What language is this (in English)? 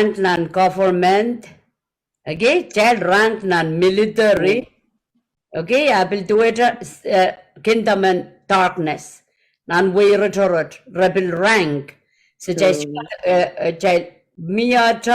Pohnpeian